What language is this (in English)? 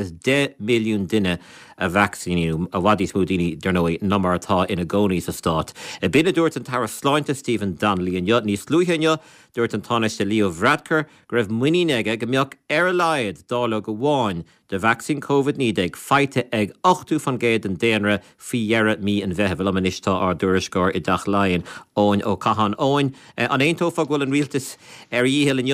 Irish